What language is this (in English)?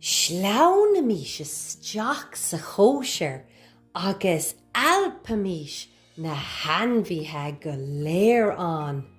Irish